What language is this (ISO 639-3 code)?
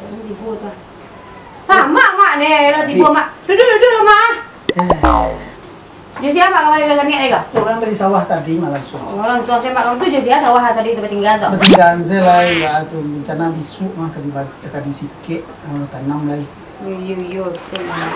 min